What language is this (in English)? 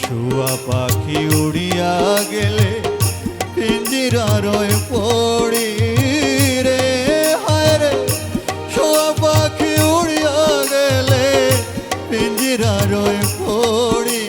Sylheti